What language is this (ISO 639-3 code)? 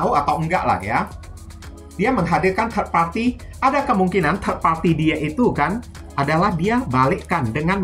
ind